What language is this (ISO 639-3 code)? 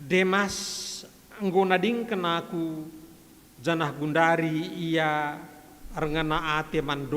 btx